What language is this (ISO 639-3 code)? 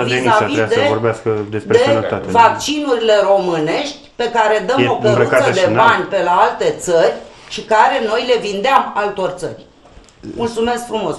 ron